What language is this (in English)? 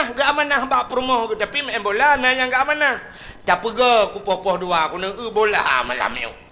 Achinese